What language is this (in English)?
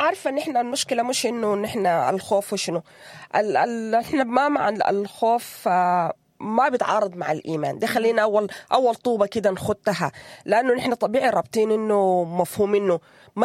Sudanese Arabic